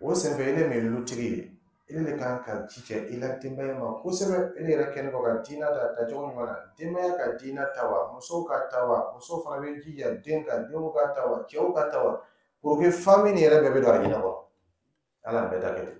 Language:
Dyula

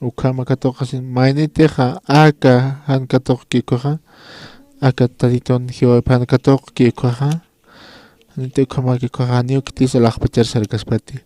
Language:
Aymara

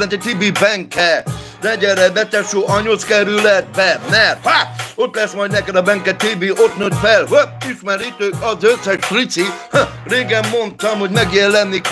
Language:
Hungarian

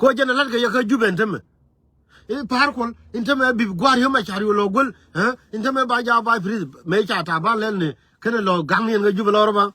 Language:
Nuer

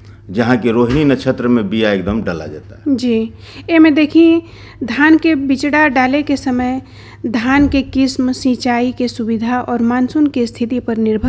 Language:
Bhojpuri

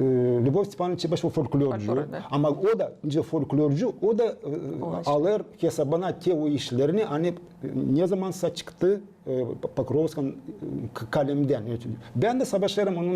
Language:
Gagauz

